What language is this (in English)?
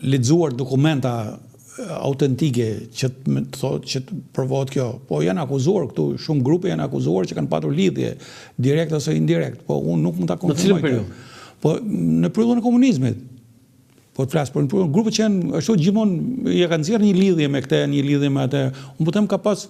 Albanian